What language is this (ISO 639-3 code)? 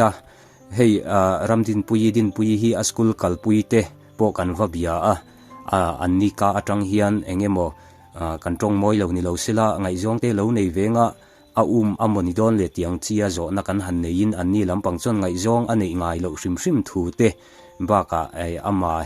lus